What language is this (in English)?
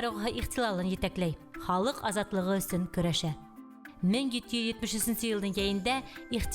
Bashkir